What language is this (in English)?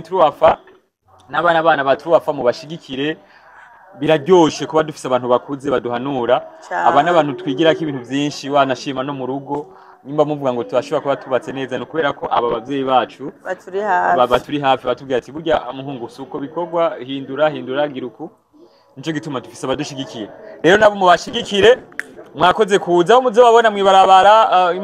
Rundi